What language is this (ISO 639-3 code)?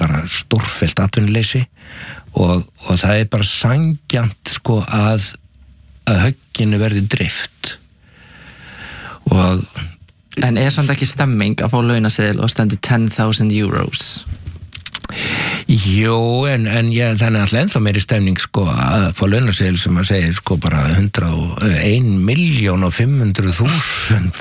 isl